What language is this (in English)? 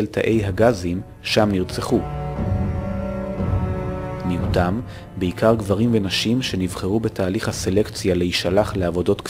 Hebrew